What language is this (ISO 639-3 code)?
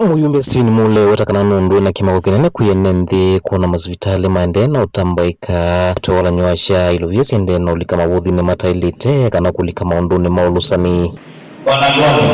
kam